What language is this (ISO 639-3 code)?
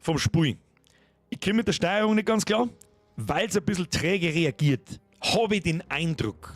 bar